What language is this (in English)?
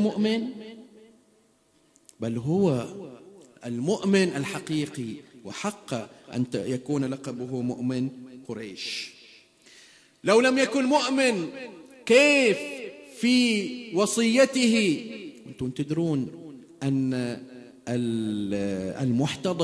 Arabic